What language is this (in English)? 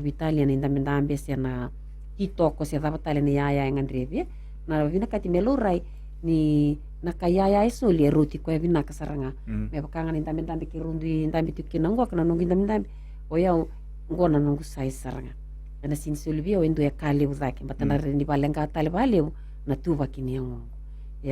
Fijian